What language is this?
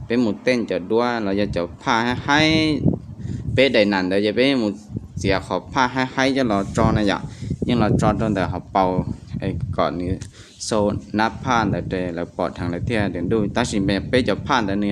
Hmong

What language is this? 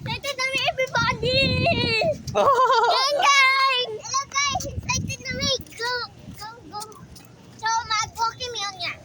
Cebuano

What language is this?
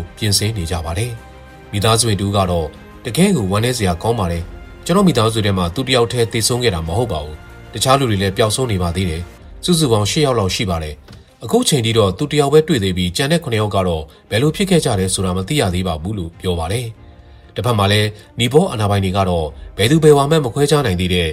Burmese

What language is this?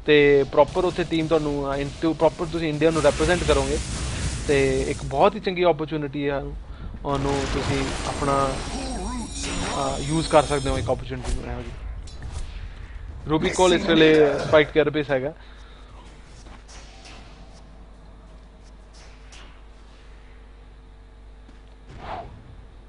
Punjabi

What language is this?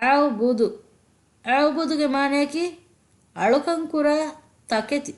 Divehi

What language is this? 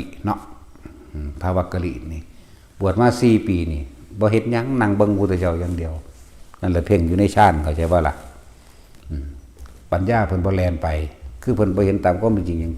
Northeastern Thai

